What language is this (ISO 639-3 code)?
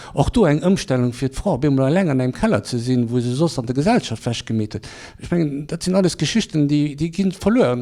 ltz